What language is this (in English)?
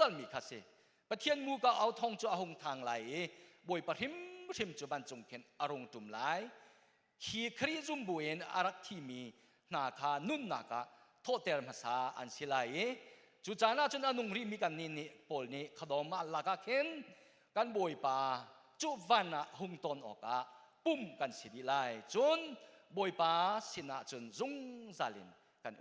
Hakha Chin